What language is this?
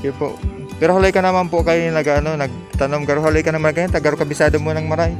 Bikol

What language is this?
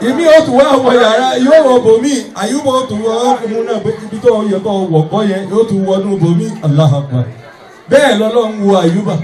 Yoruba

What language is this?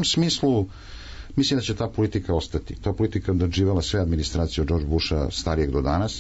Serbian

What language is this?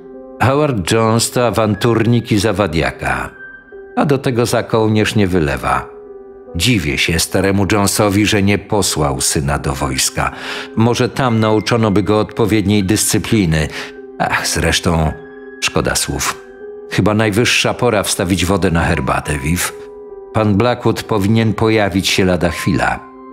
Polish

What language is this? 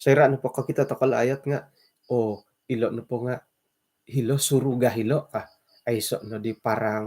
Central Dusun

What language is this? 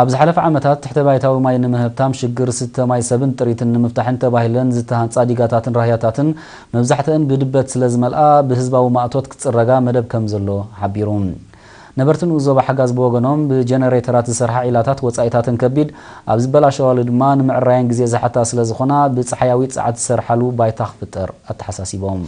Tigrinya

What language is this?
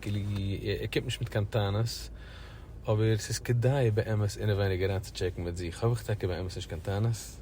Yiddish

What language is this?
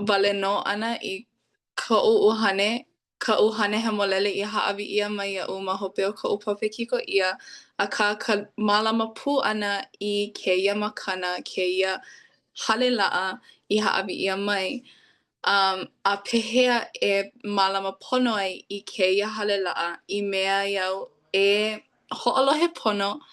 Hawaiian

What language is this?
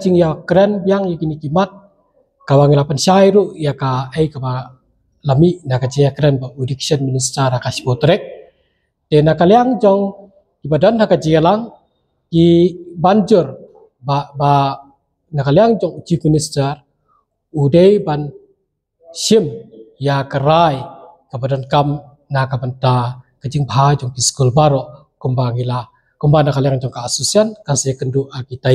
Khasi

